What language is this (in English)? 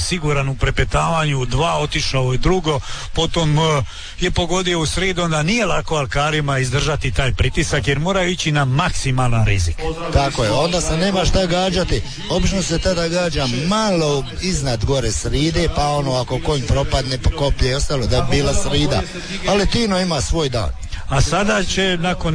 Croatian